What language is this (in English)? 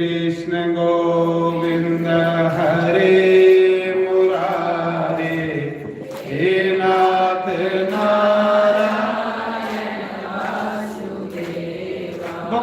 Dogri